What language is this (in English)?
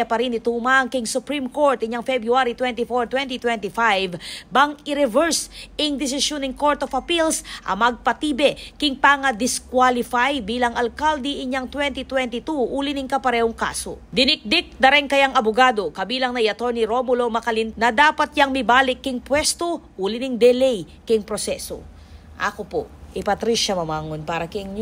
Pampanga